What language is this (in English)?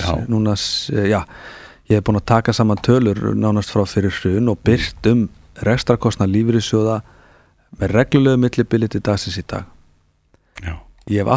Icelandic